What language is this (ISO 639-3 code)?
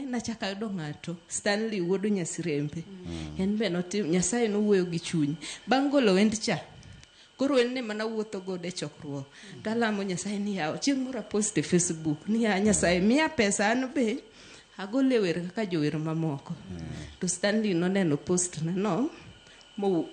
luo